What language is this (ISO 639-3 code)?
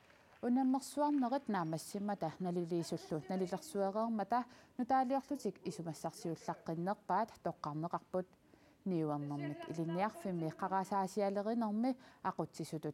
kal